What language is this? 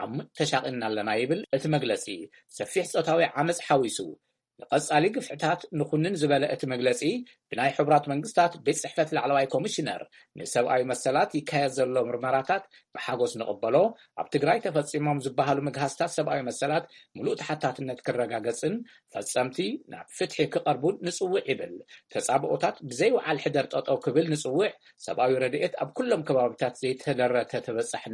Tigrinya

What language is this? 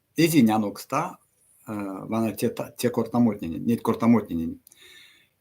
Erzya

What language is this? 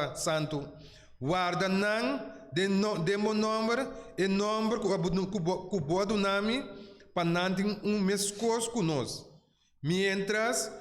Papiamento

